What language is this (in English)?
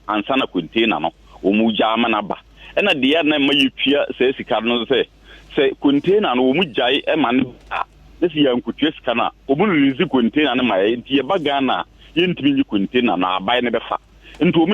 Akan